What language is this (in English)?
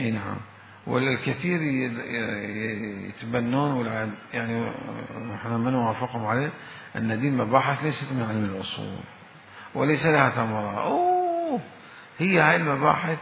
Mesopotamian Arabic